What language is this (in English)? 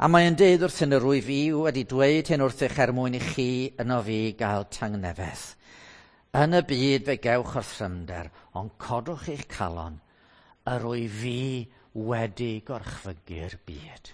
Welsh